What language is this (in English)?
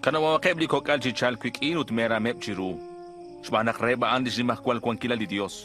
Kekchí